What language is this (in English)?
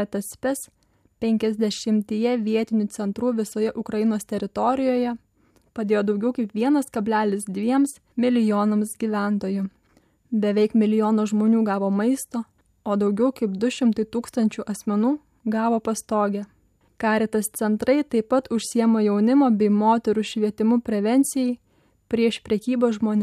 Lithuanian